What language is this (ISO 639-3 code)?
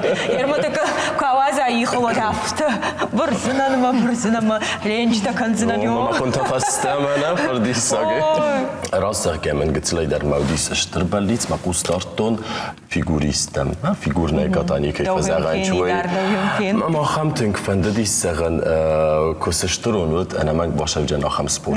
oss